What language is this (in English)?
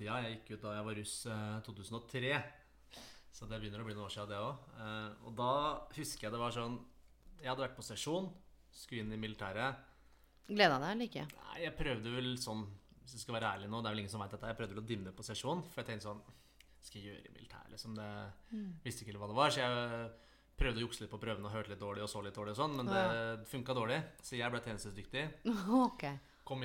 Norwegian